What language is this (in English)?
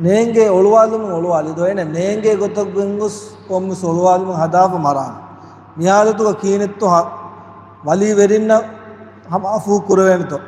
Divehi